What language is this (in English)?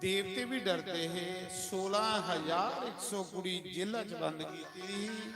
Dogri